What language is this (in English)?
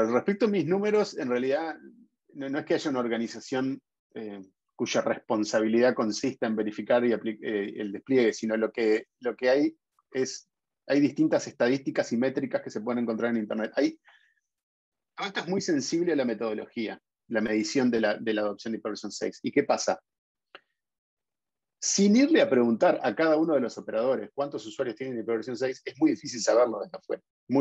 Spanish